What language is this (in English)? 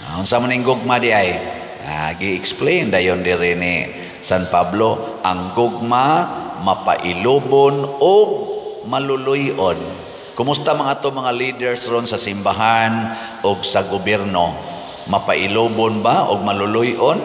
Cebuano